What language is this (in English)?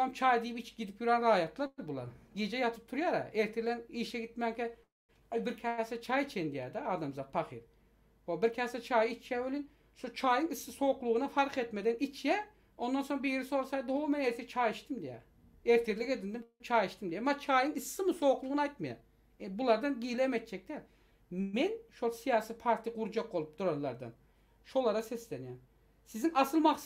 Turkmen